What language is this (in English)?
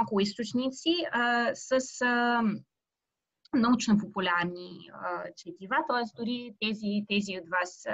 Bulgarian